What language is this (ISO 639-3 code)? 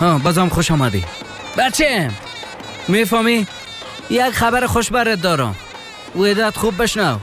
fas